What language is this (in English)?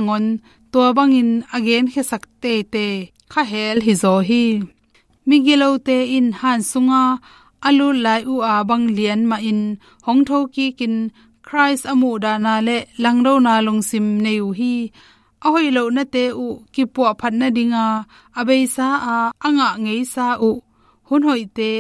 Tedim Chin